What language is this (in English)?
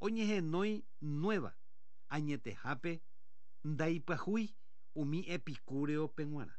Guarani